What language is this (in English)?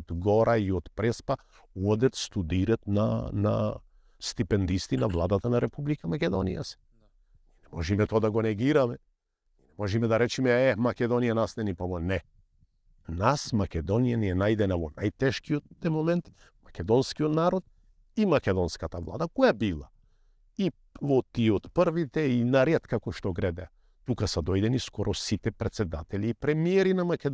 Macedonian